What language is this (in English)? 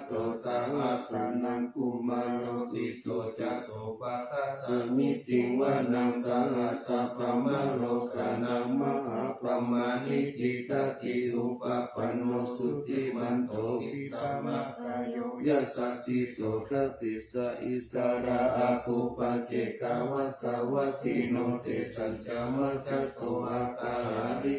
Pali